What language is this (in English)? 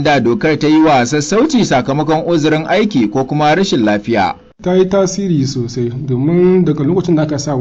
Hausa